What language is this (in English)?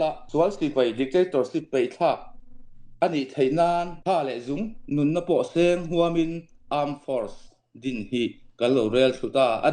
Falam Chin